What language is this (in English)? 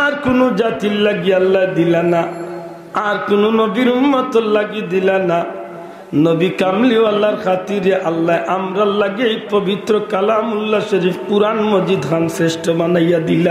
Sylheti